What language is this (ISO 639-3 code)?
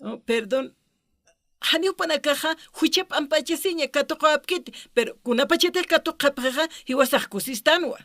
aym